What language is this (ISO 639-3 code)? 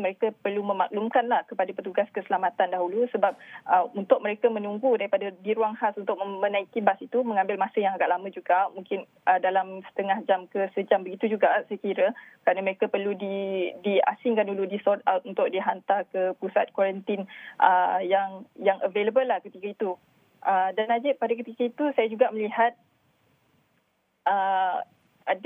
msa